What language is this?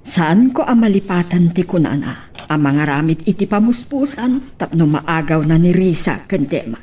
Iloko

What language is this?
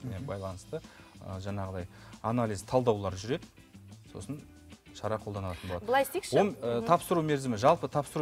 Kazakh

